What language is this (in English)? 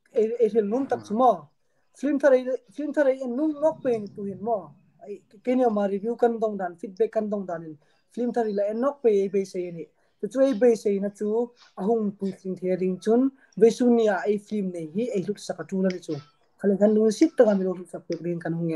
Hmar